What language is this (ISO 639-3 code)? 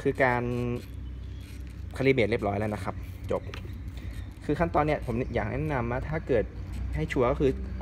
tha